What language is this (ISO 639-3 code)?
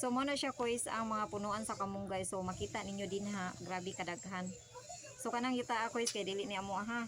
ceb